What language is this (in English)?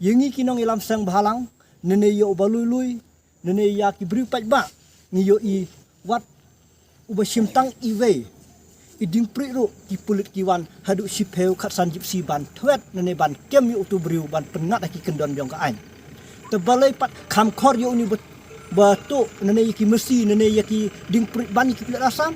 Khasi